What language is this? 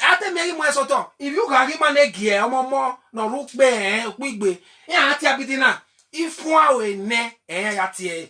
Bini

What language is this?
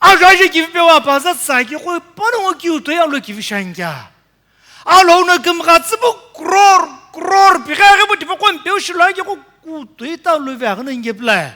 Sumi Naga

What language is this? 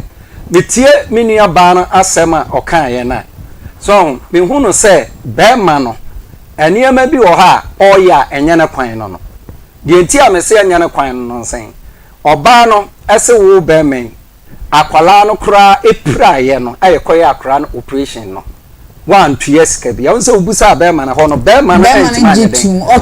Akan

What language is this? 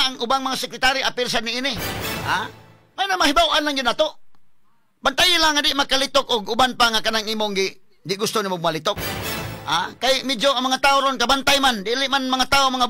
Cebuano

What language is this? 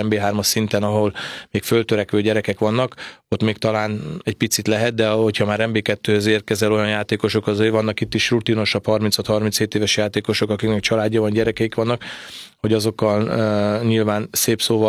Hungarian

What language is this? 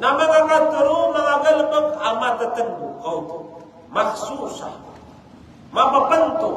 Maranao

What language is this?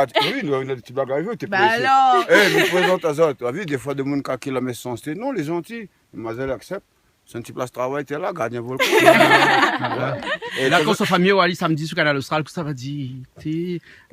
Réunion Creole French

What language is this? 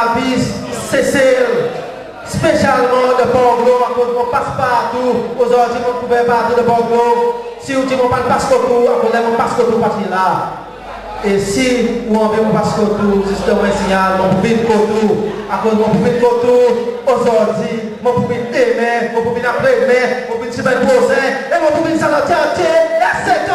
Seselwa Creole French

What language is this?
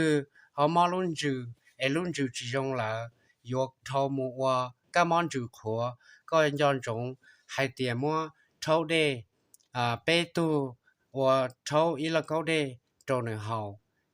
Hmong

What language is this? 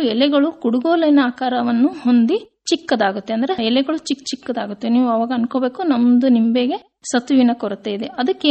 Kannada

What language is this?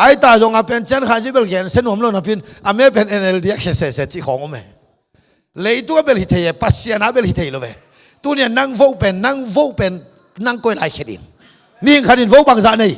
Tedim Chin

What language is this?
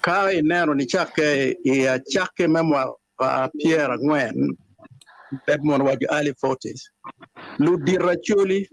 Acoli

